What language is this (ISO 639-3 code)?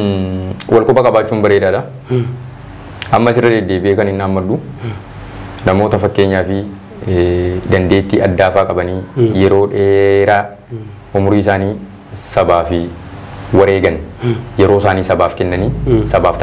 orm